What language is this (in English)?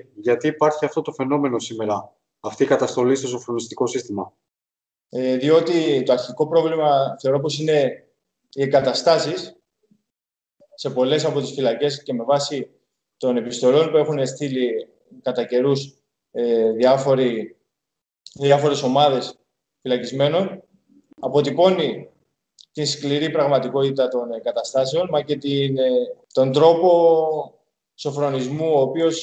Greek